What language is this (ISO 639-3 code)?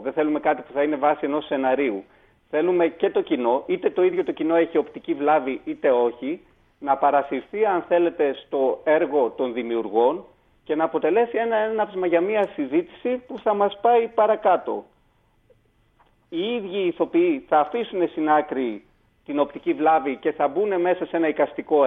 ell